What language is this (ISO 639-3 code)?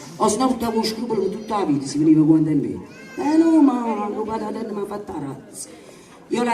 nap